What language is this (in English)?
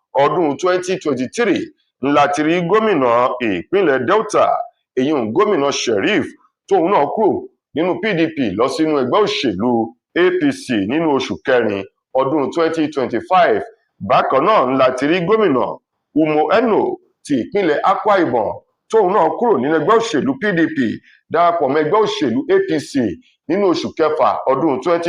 Yoruba